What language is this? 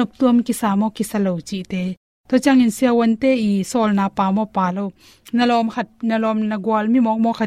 Tedim Chin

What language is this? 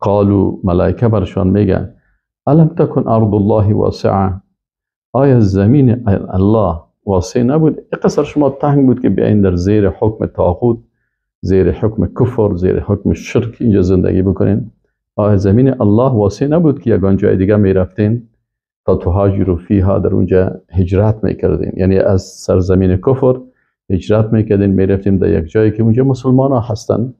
Persian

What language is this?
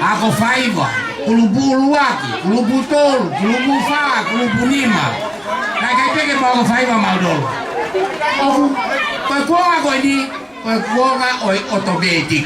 Tongan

